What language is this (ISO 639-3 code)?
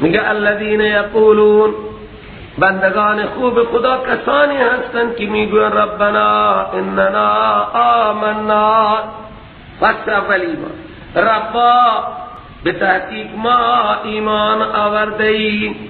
fas